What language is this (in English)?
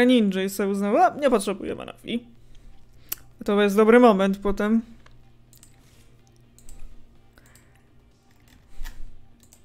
Polish